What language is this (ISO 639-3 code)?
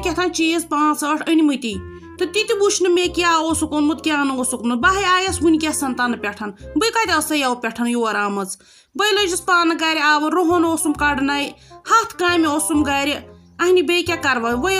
kas